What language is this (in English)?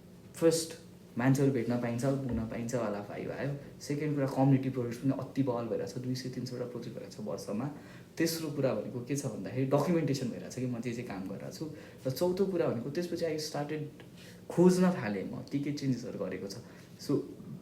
Nepali